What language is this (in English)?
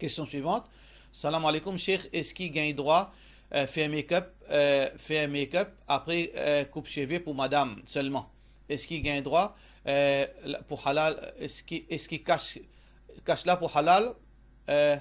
Morisyen